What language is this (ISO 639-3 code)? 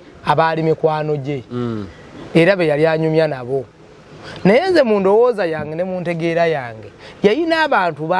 lug